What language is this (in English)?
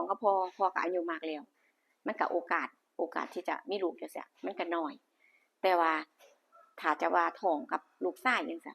Northeastern Thai